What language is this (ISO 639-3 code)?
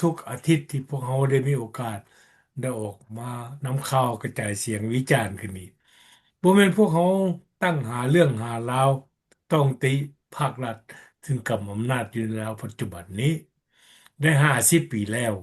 lao